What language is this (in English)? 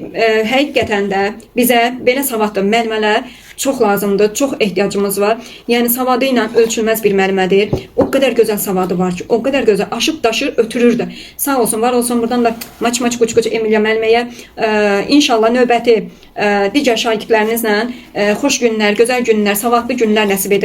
Azerbaijani